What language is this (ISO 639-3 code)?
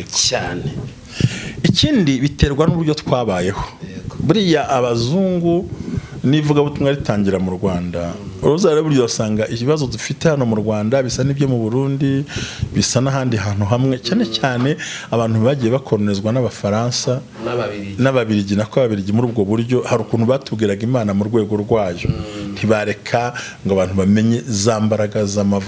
kin